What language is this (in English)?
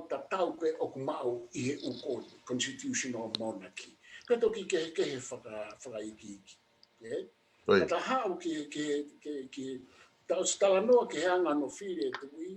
Tongan